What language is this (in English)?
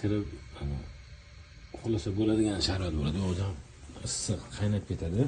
Uzbek